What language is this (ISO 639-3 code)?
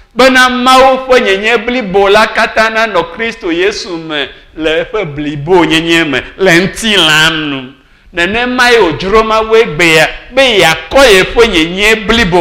ewe